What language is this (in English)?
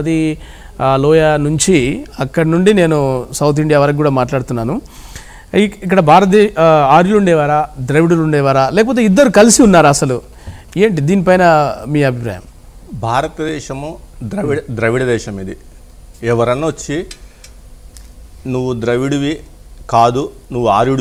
Telugu